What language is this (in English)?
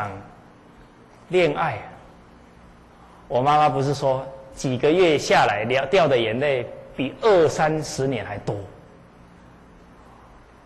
Chinese